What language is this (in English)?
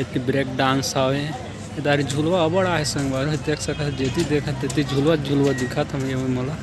Chhattisgarhi